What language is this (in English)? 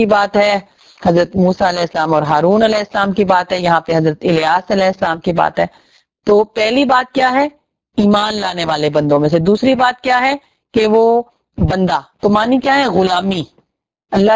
Urdu